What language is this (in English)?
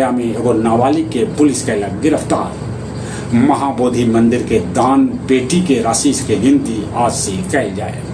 Magahi